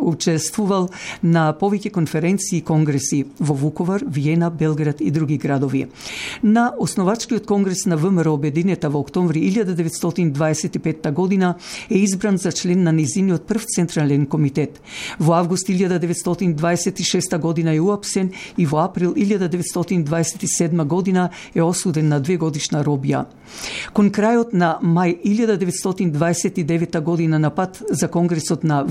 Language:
Macedonian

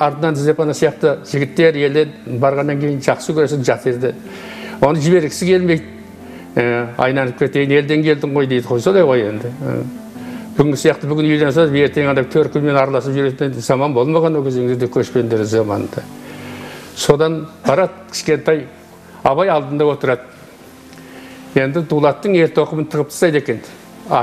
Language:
Kazakh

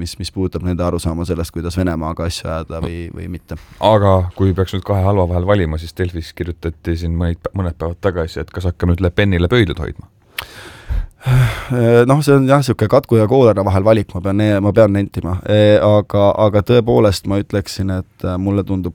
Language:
Estonian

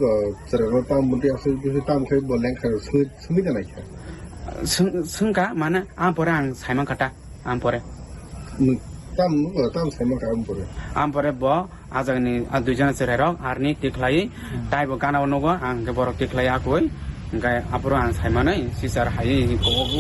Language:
Kok Borok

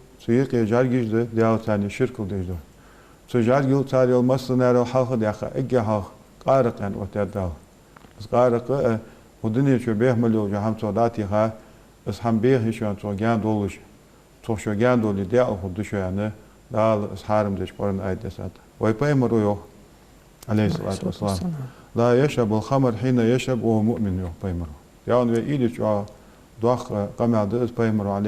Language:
Ingush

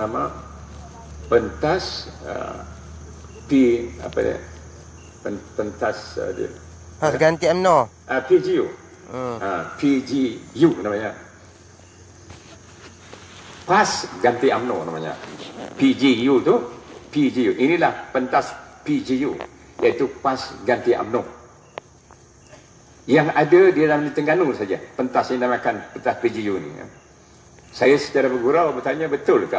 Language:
Malay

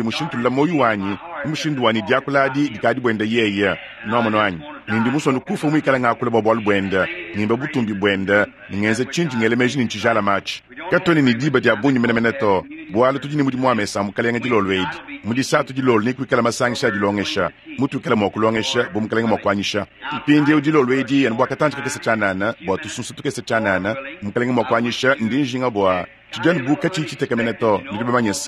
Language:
Luba-Lulua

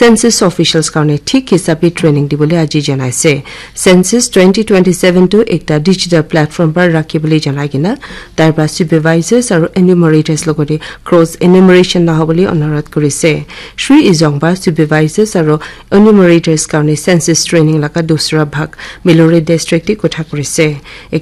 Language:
Naga Pidgin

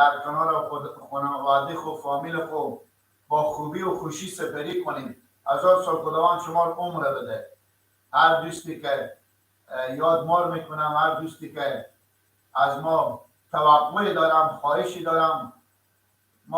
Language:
Persian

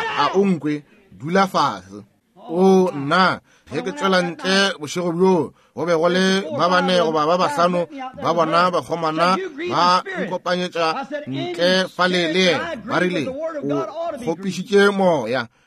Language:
Northern Sotho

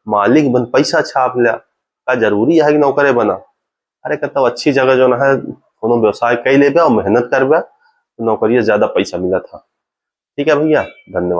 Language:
Awadhi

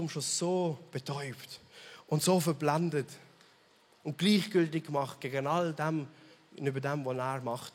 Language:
Swiss German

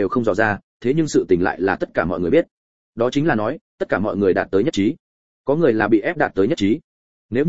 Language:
Vietnamese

